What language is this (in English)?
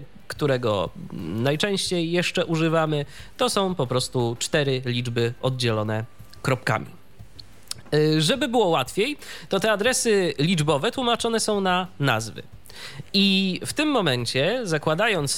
Polish